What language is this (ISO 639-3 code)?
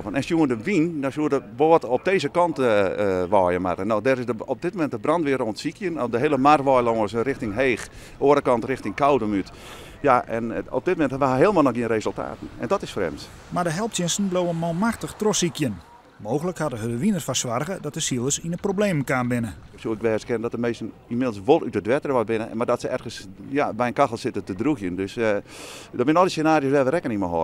fry